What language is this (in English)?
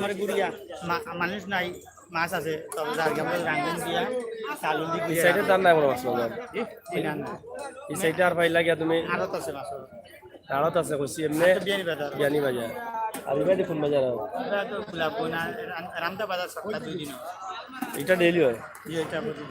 Sylheti